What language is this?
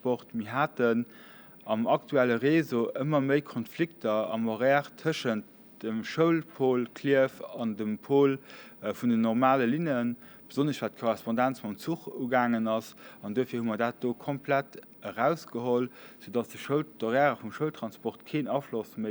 Luxembourgish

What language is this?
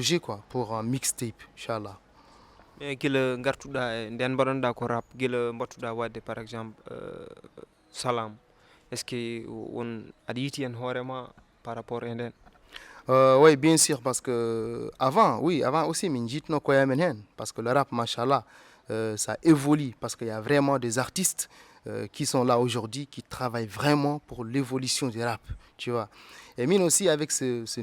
Fula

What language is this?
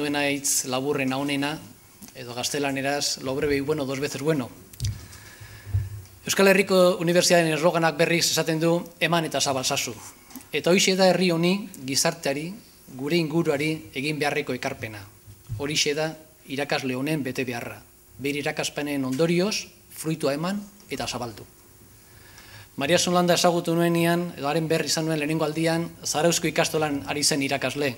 Basque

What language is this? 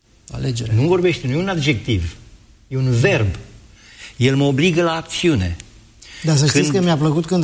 Romanian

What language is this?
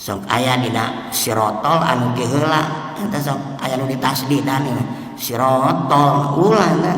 Sundanese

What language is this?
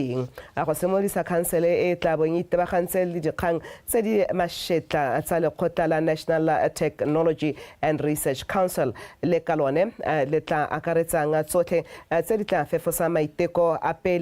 Tswana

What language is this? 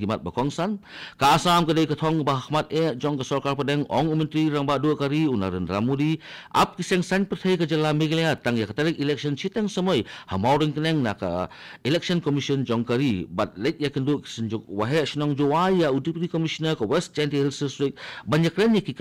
Khasi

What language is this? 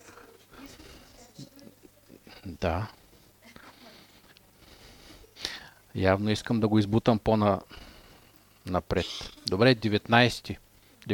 Bulgarian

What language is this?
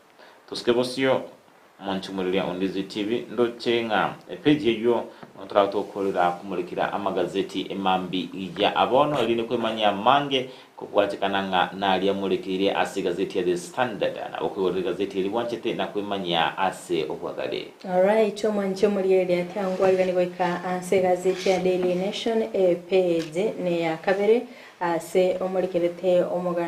Gusii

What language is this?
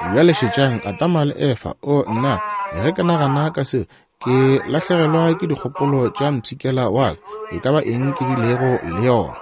Northern Sotho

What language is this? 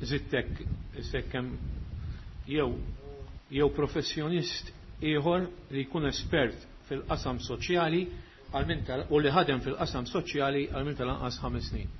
Maltese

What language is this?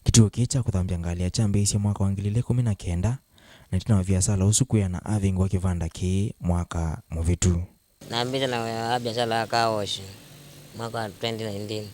Kamba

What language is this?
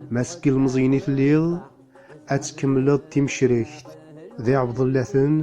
Kabyle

